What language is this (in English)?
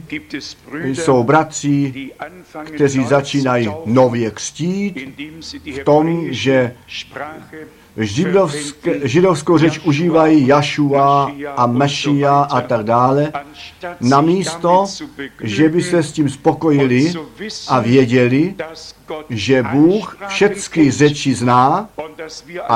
Czech